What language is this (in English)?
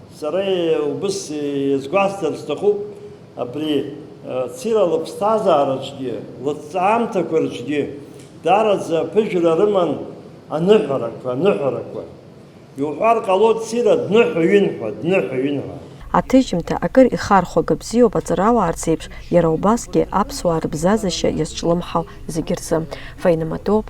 Abkhazian